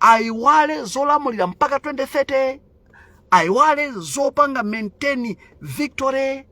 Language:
Nyanja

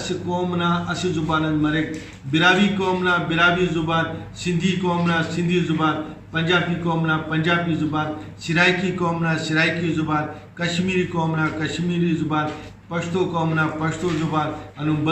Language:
Brahui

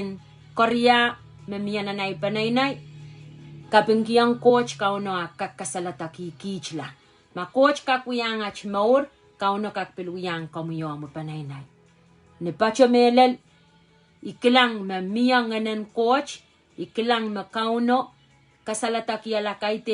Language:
Pohnpeian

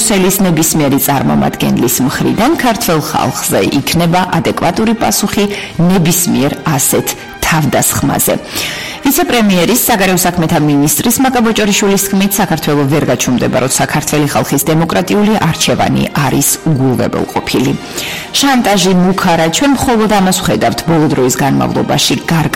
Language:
Georgian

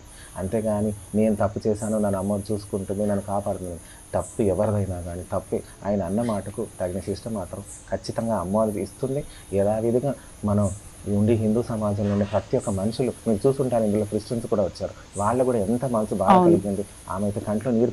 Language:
Telugu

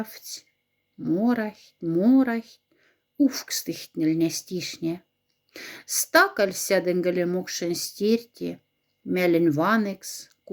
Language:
Moksha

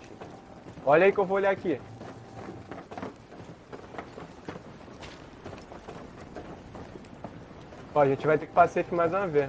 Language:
Portuguese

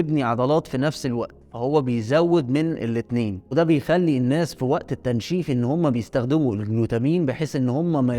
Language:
Egyptian Arabic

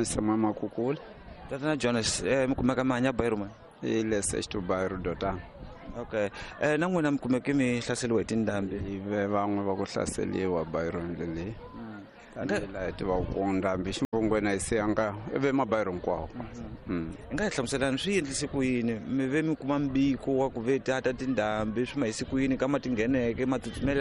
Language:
Tsonga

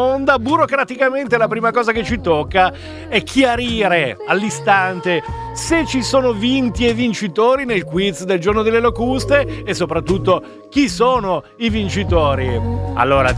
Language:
Italian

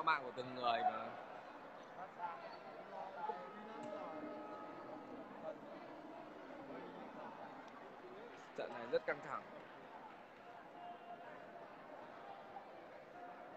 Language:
Vietnamese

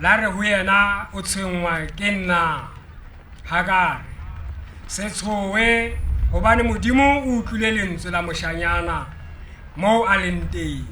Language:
Southern Sotho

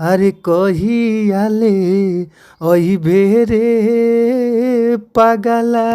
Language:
Bhojpuri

